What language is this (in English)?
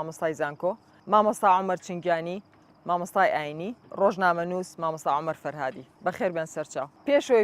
Central Kurdish